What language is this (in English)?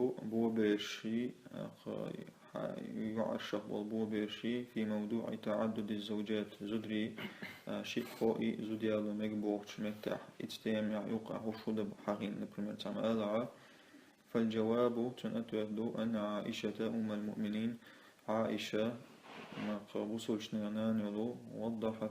Chechen